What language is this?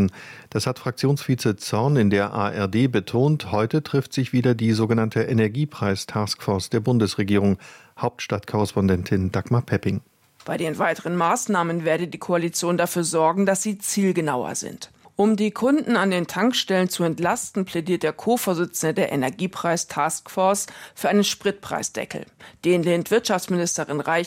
German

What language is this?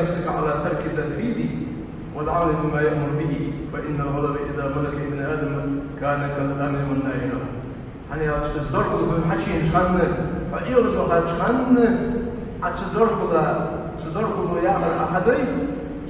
Ingush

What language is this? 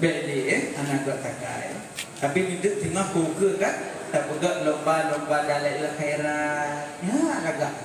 Achinese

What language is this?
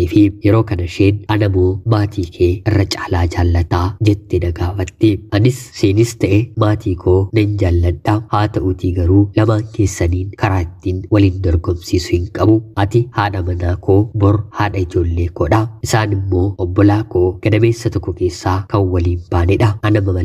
Oromo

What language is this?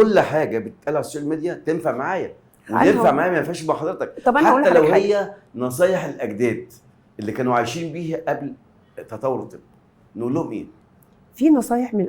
Egyptian Arabic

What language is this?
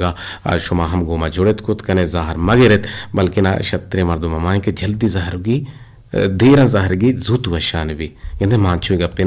Eastern Balochi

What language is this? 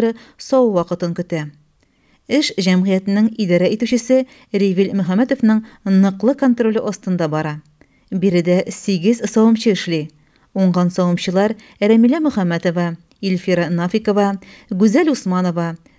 Tatar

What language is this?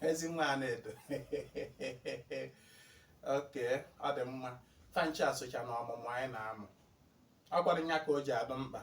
Igbo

